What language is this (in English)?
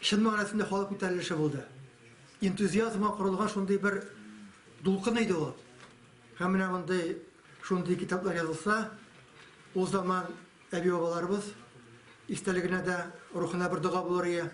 Tatar